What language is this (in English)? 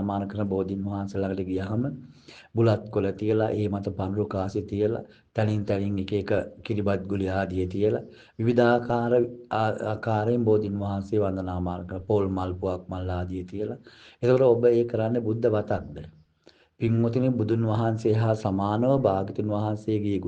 Sinhala